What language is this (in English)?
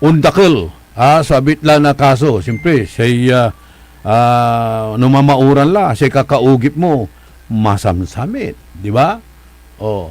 Pangasinan